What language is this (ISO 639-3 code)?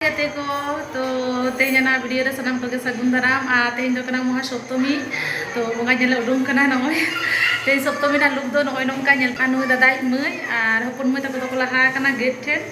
sat